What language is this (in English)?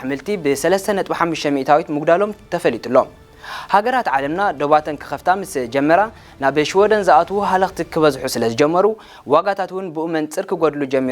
Tigrinya